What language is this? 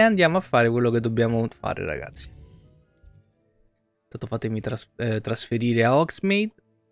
Italian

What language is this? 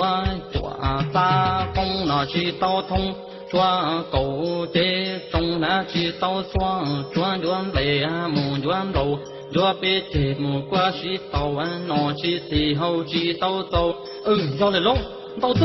Hmong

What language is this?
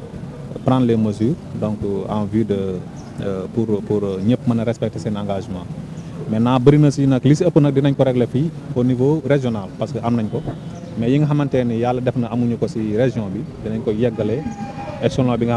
Wolof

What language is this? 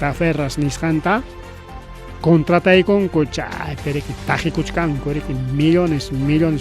Ayacucho Quechua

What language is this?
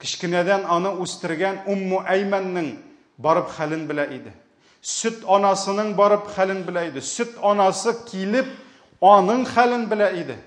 Tatar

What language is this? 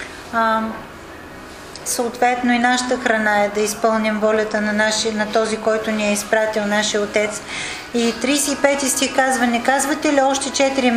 Bulgarian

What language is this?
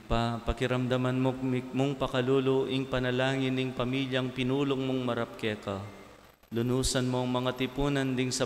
Pampanga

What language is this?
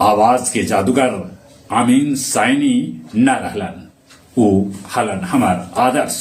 Magahi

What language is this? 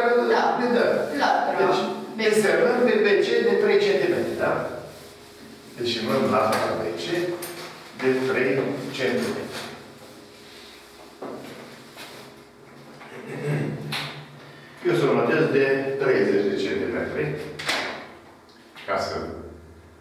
Romanian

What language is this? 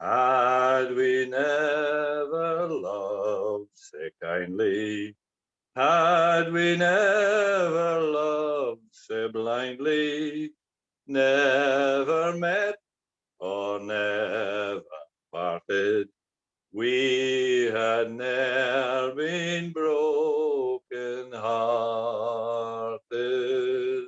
Scots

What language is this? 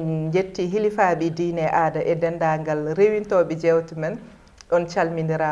Fula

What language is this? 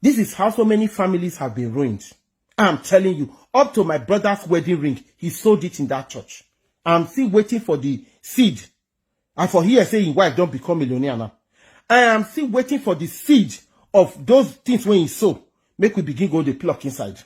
Nigerian Pidgin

